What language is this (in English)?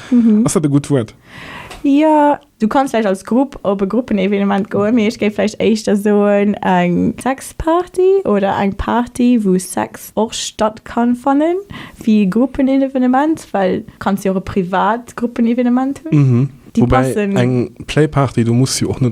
Luxembourgish